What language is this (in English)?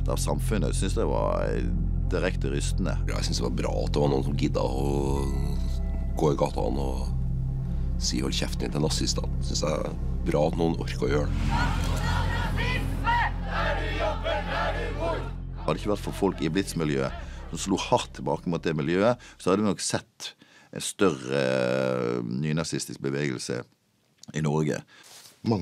Norwegian